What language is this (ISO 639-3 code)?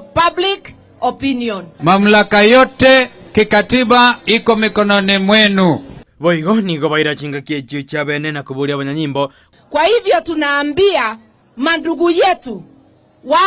guz